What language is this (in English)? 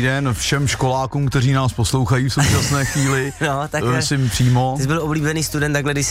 Czech